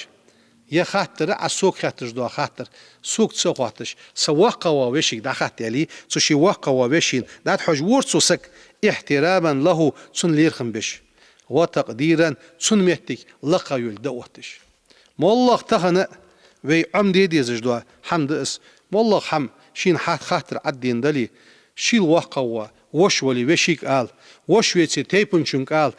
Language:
Ingush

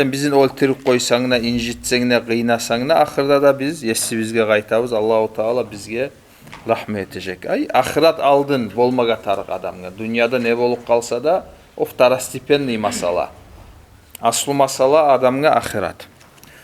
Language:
Kumyk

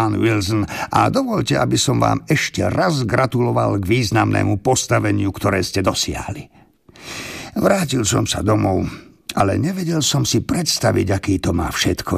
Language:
Slovak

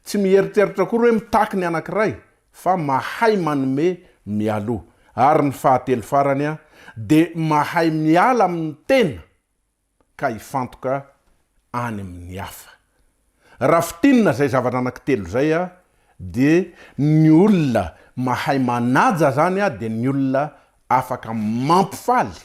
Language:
Malagasy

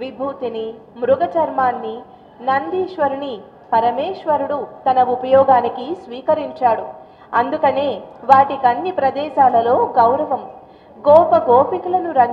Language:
Telugu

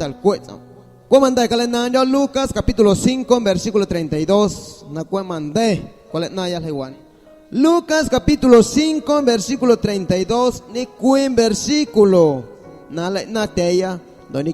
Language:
Guerrero Amuzgo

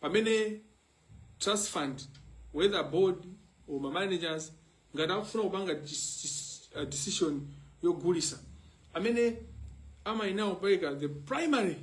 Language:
Nyanja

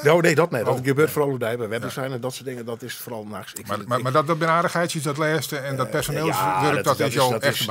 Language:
Western Frisian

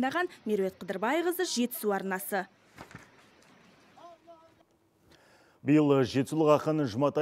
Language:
Kazakh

